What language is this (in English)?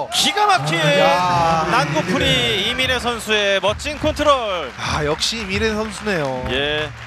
Korean